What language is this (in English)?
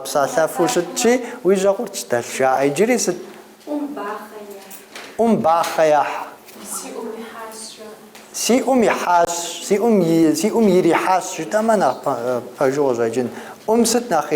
Kabardian